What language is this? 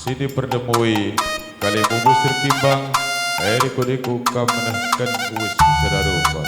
Batak Karo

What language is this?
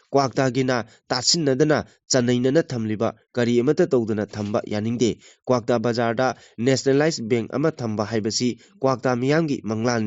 Manipuri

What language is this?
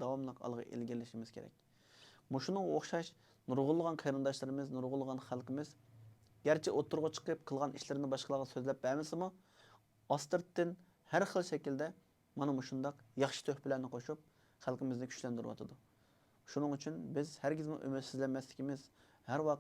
Uyghur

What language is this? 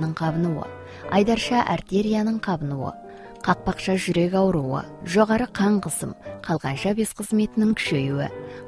Kazakh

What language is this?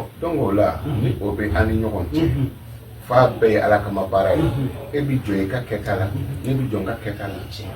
Bambara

